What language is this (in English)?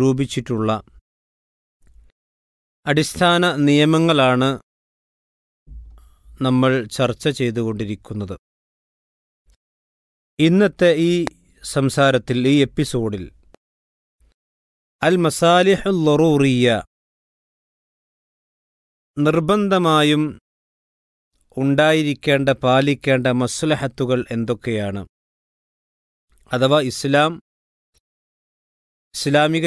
Malayalam